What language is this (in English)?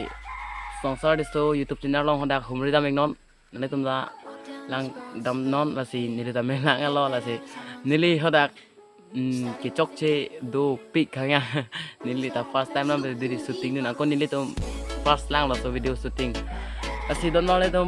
Karbi